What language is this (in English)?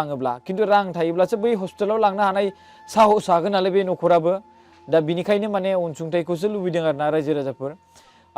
Bodo